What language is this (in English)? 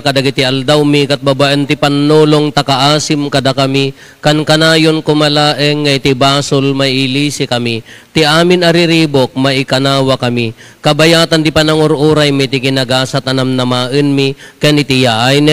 Iloko